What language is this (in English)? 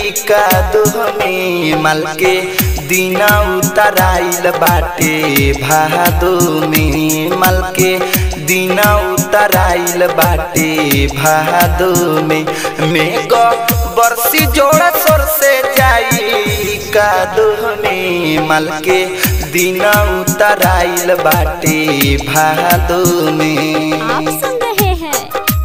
Bhojpuri